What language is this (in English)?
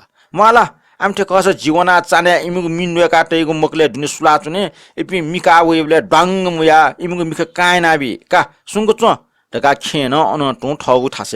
Newari